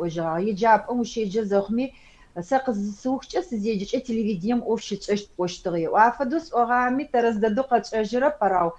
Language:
Adyghe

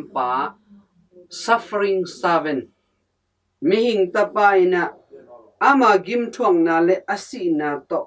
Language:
Tedim Chin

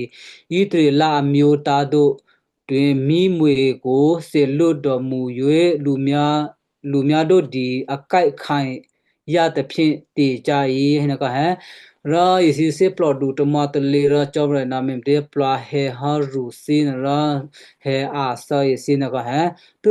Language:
Western Kayah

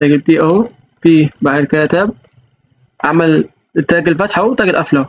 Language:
Egyptian Arabic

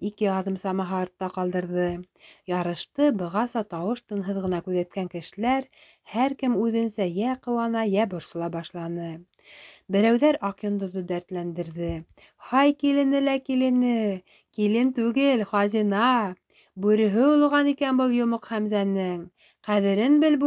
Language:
Bashkir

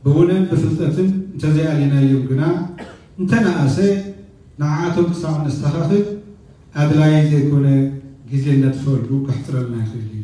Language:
Tigrinya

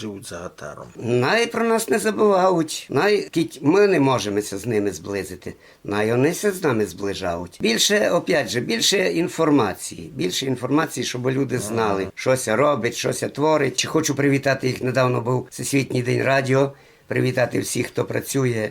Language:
Rusyn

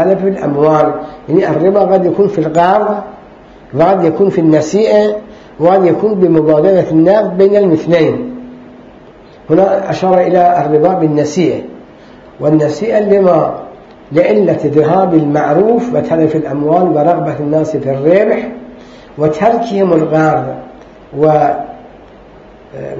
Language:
Arabic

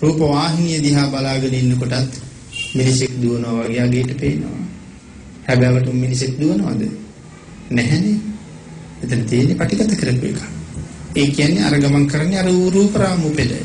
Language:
Sinhala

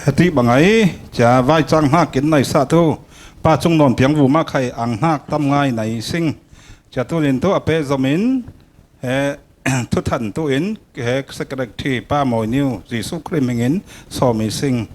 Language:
Falam Chin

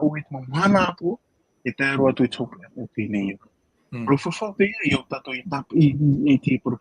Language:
Tahitian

